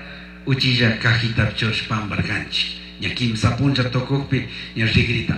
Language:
Chimborazo Highland Quichua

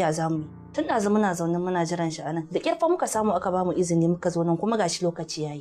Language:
Hausa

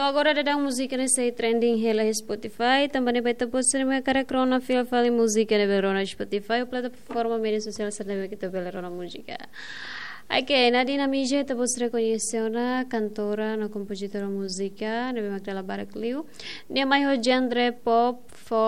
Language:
Tetum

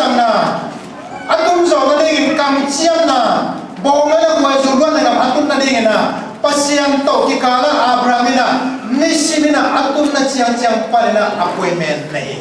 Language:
Tedim Chin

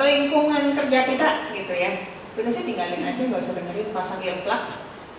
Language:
Indonesian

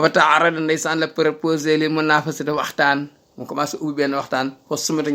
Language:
Wolof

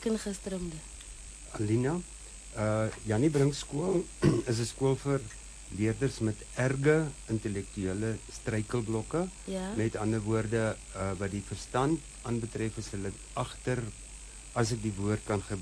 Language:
Afrikaans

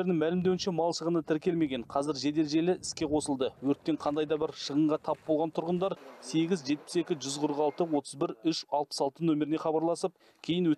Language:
Kazakh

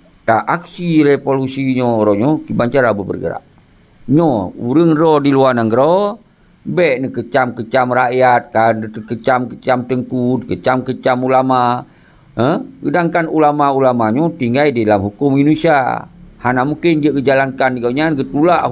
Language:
Achinese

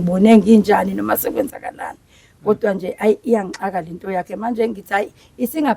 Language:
Zulu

